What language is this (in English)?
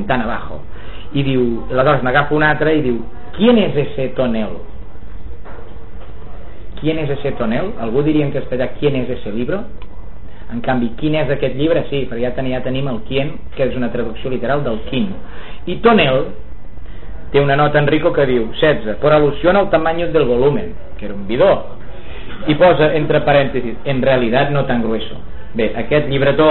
Catalan